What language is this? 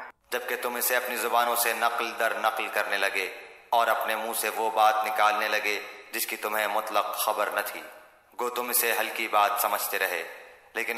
Urdu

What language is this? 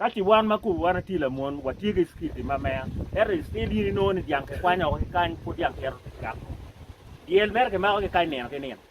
Acoli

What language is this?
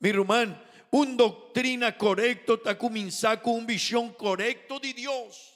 Papiamento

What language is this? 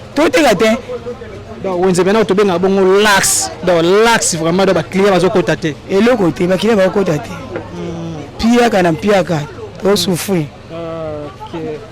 Lingala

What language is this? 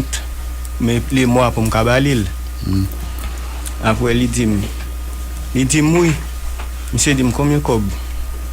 Haitian Creole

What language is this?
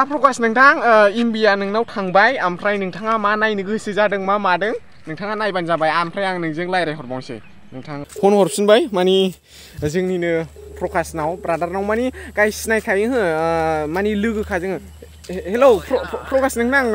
Bodo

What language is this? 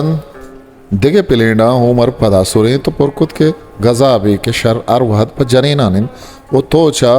Eastern Balochi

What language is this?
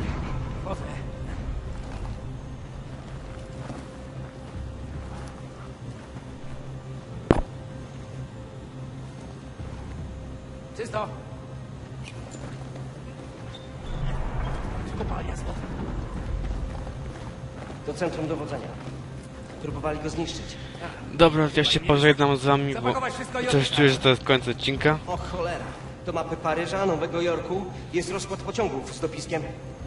Polish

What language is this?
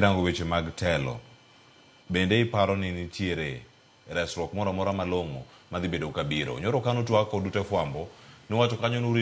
Luo (Kenya and Tanzania)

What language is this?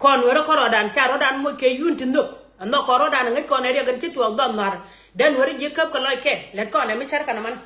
Nuer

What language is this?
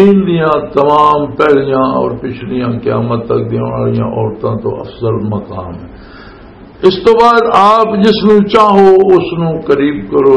Western Panjabi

